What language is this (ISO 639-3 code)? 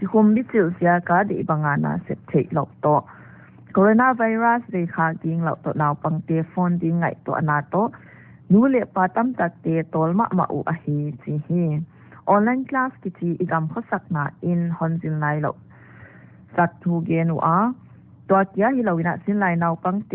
pck